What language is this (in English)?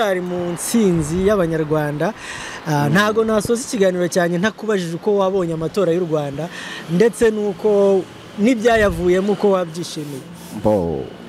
Kinyarwanda